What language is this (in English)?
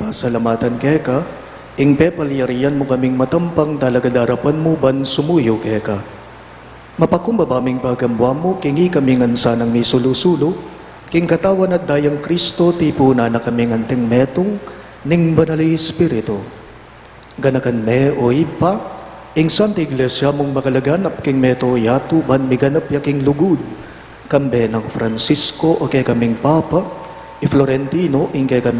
Pampanga